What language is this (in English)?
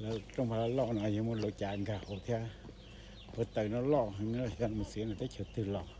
Hmong